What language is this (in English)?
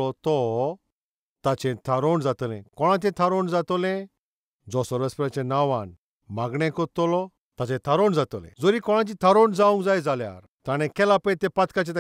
Konkani